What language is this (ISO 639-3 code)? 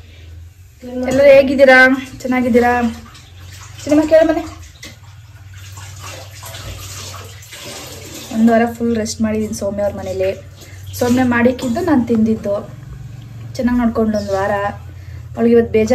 kan